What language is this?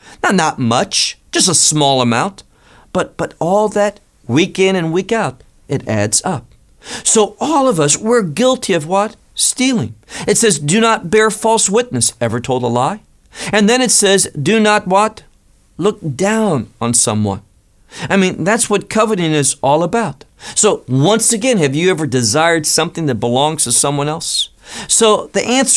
English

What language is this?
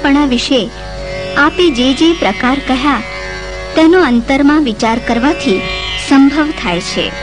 Gujarati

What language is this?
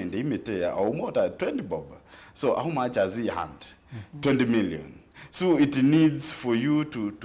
Kamba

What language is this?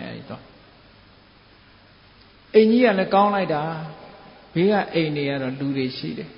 Burmese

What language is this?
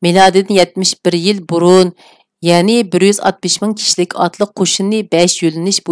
Uyghur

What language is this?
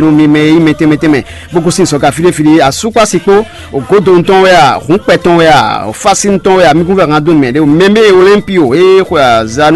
Fon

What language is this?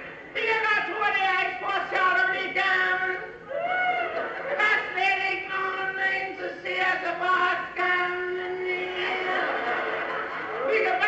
Danish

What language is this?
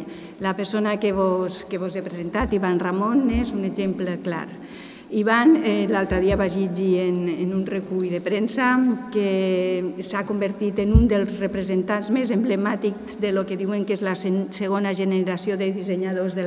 Catalan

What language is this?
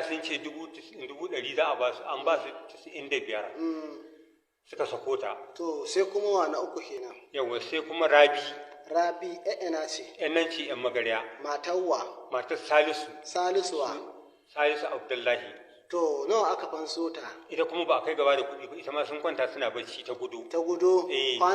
Hausa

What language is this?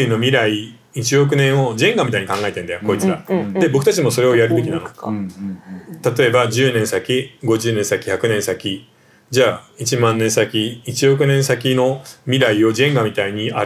Japanese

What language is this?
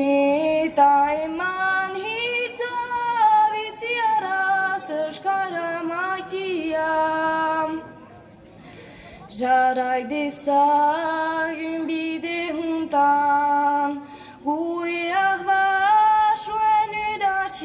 Basque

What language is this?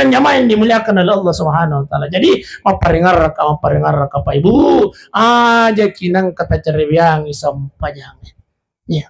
Buginese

